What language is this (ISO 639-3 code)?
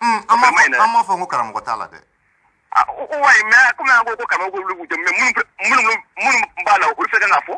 bam